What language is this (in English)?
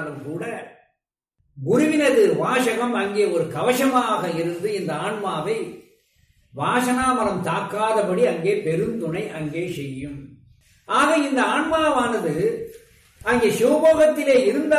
Tamil